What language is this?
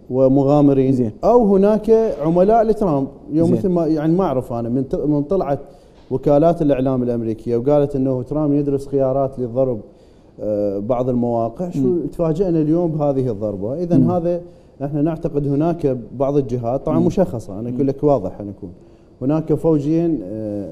Mesopotamian Arabic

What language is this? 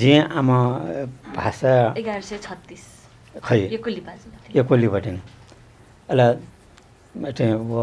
Newari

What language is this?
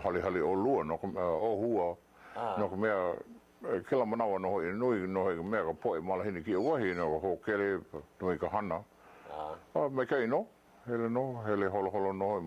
Hawaiian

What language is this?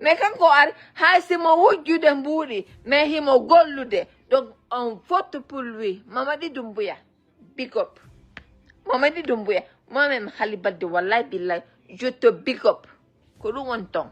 Fula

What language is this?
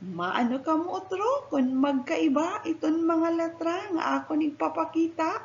Waray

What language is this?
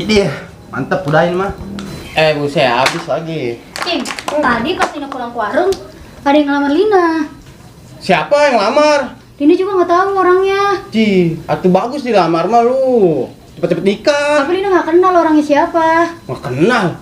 Betawi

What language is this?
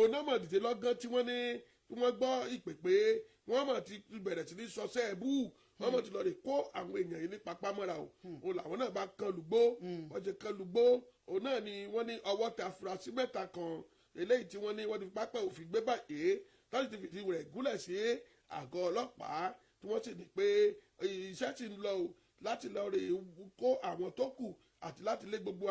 Yoruba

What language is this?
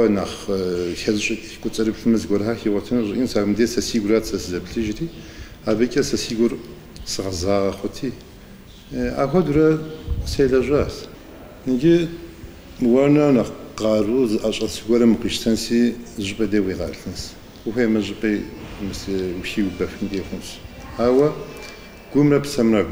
Kabardian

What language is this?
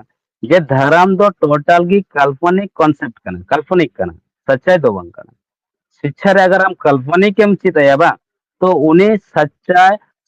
Santali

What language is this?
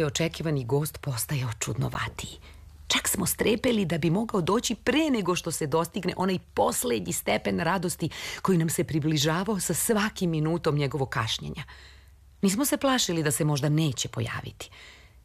Serbian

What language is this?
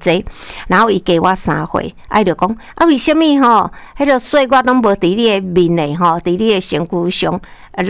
Min Nan Chinese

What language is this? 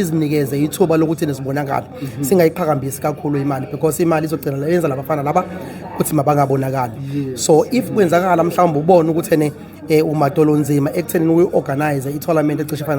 Zulu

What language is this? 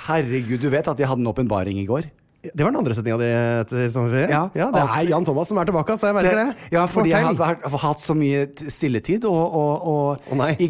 Norwegian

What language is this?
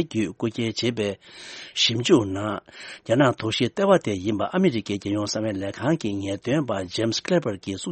Tibetan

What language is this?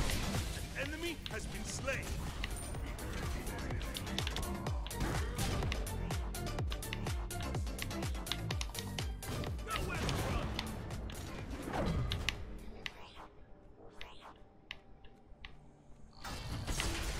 English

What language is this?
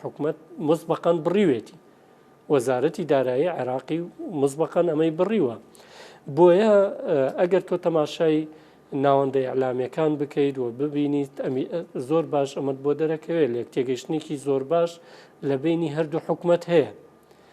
Central Kurdish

